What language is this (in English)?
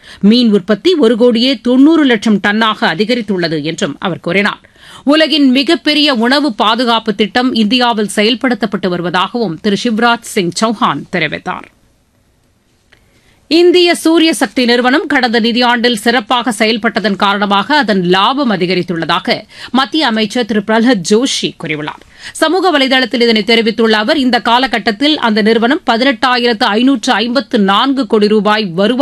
Tamil